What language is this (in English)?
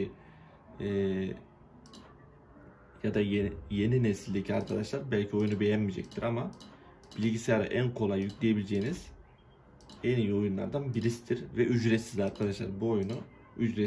Turkish